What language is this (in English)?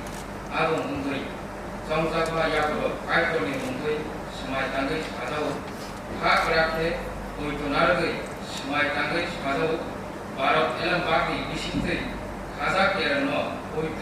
Kok Borok